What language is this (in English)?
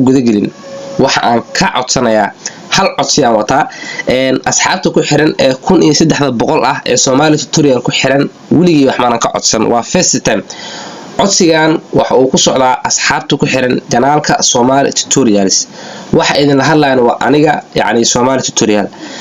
Somali